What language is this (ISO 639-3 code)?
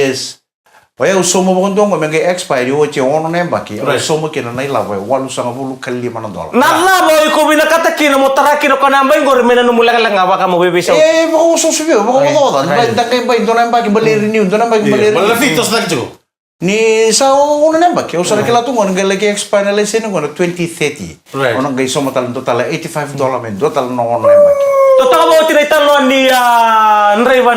fij